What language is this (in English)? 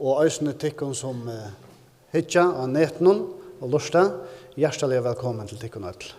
Faroese